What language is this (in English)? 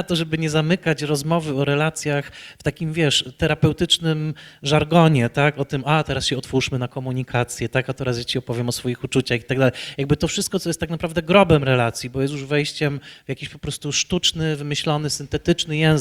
Polish